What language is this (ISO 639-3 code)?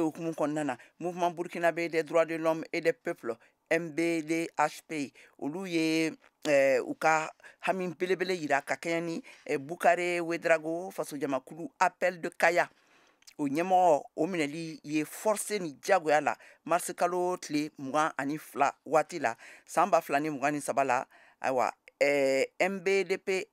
bam